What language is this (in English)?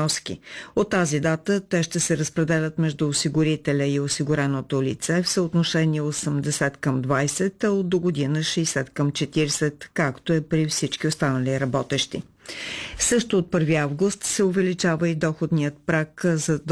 Bulgarian